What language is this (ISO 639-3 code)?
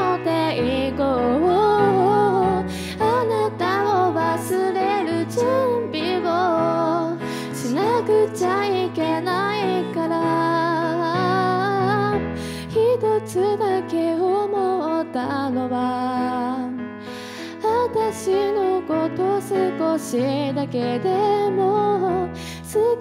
jpn